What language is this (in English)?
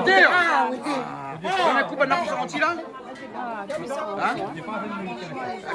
Réunion Creole French